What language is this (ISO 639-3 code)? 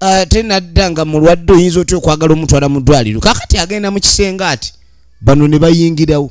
lug